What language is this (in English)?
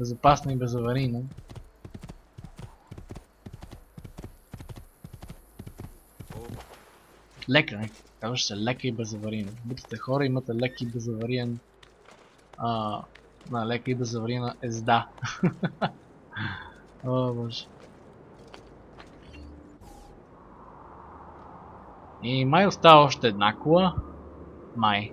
Bulgarian